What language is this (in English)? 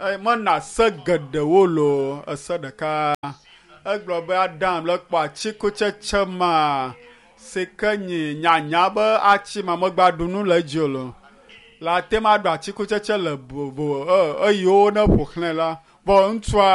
Ewe